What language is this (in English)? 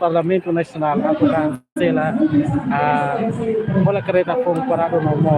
Tetum